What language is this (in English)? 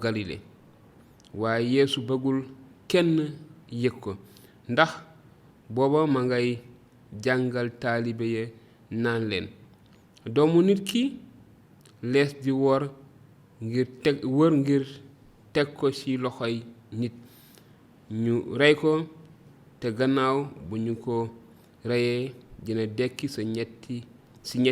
Wolof